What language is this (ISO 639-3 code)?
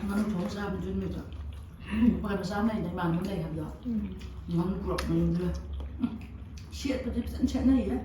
mni